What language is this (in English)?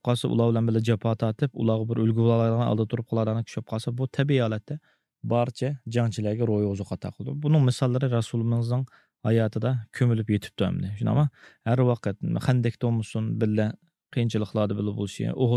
Uyghur